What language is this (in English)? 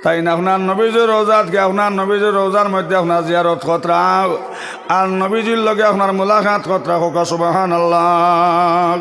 Sylheti